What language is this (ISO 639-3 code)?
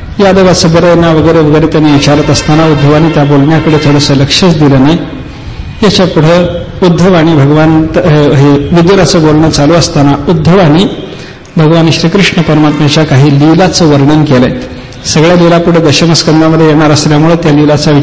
mar